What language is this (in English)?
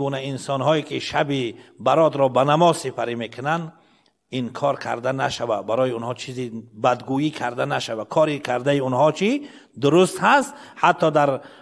Persian